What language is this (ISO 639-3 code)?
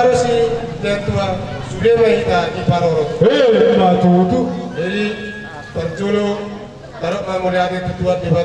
bbc